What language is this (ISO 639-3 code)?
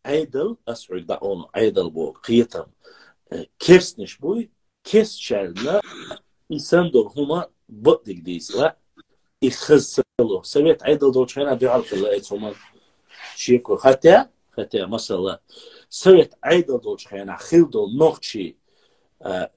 che